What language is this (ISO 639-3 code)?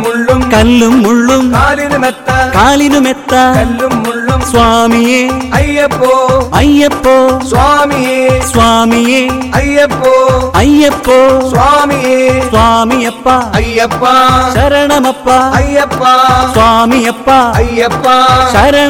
mal